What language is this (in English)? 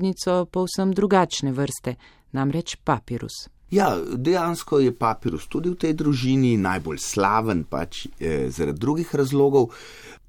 Slovenian